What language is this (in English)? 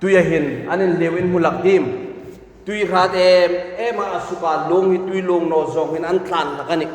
Hmar